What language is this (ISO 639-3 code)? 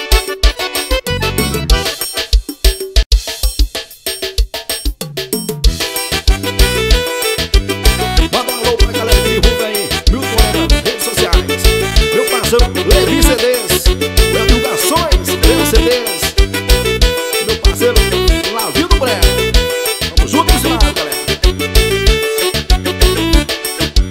por